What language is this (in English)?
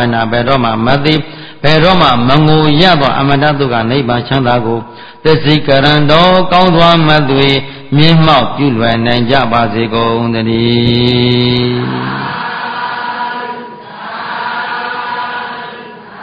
Burmese